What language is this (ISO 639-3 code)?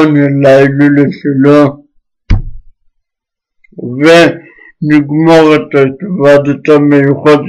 heb